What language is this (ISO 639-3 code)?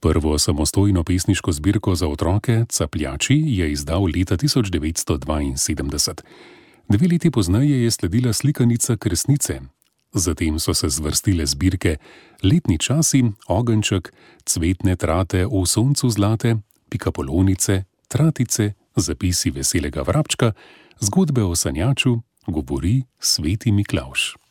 slv